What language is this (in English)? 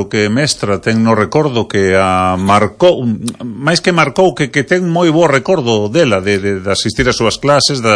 Galician